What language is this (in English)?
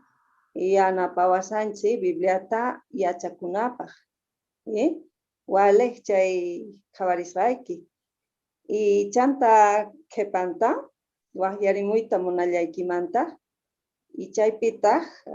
Quechua